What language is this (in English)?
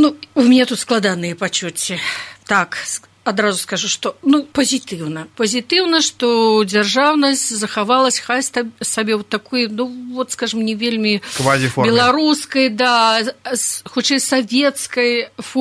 Belarusian